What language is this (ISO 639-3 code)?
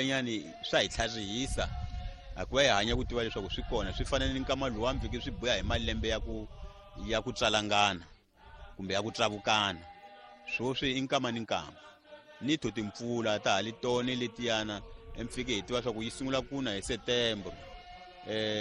tso